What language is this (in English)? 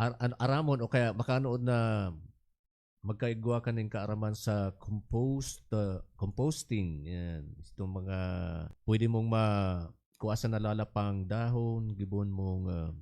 Bikol